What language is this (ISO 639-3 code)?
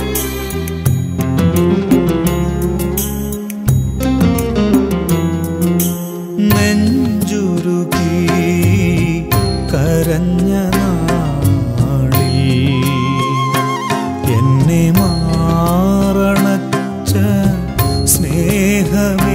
mal